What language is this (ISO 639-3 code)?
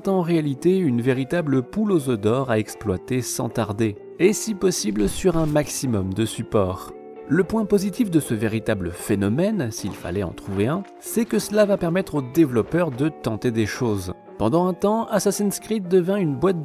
fra